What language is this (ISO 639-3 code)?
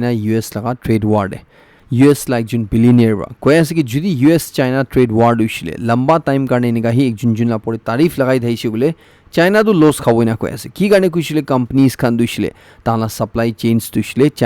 nag